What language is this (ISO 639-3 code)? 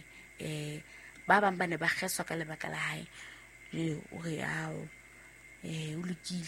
sot